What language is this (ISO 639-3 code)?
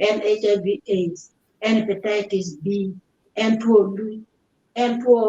ach